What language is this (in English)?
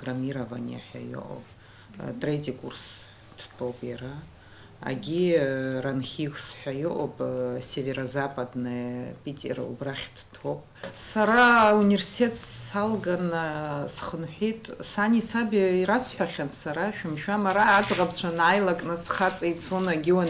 Abkhazian